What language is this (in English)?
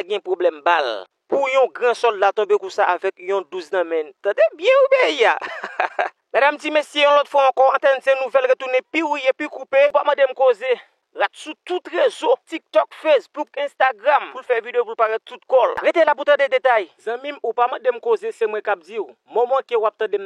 Haitian Creole